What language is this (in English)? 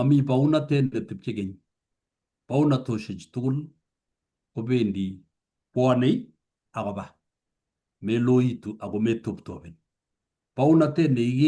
Kalenjin